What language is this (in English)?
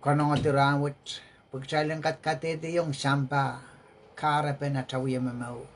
Pohnpeian